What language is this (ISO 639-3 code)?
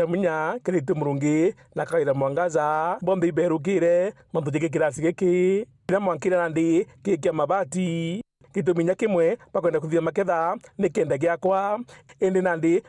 mer